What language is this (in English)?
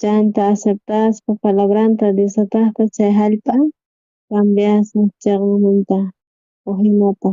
South Bolivian Quechua